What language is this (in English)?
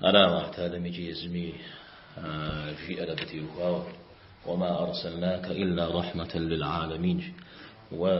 Kabardian